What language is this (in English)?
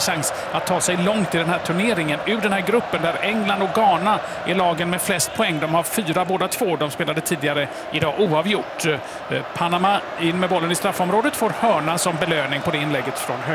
Swedish